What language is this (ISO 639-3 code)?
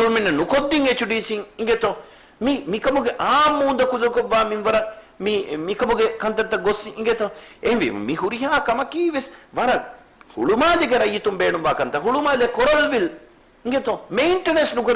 div